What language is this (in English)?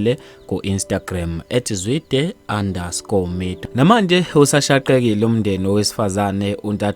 Zulu